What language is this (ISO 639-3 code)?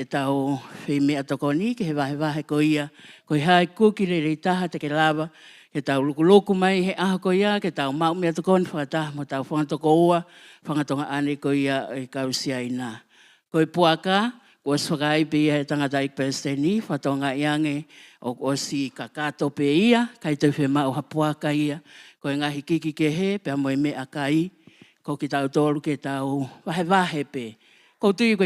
ton